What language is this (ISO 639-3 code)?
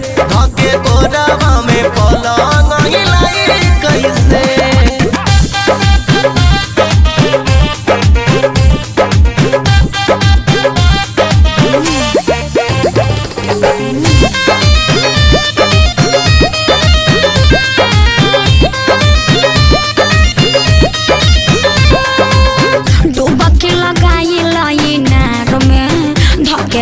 bho